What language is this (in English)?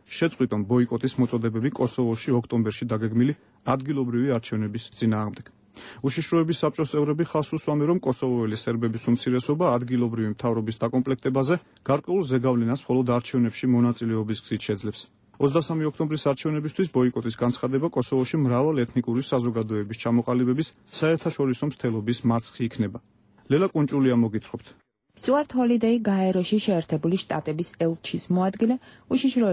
Georgian